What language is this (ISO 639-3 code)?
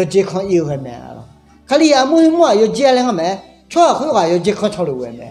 ahk